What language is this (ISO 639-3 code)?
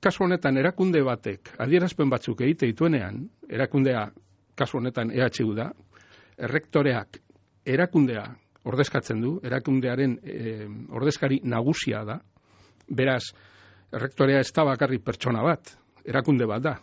eus